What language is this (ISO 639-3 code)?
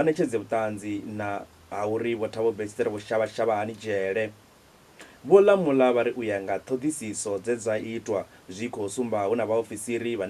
ven